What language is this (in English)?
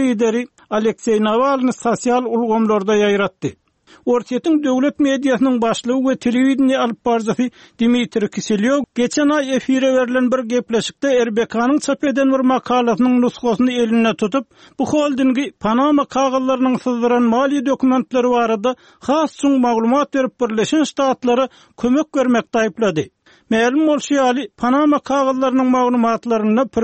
Turkmen